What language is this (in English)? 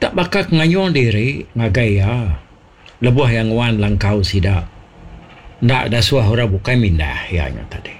Iban